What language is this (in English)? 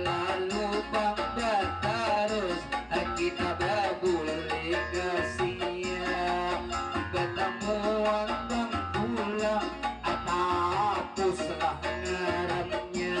Banjar